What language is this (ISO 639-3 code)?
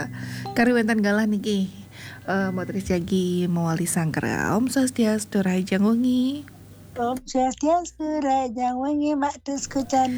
ban